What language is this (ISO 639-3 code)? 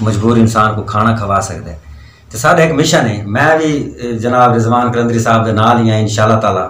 skr